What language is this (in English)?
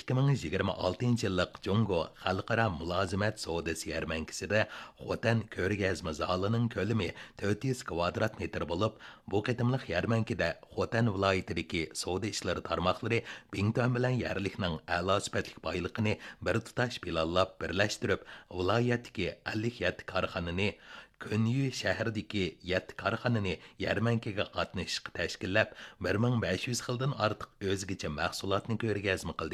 Uyghur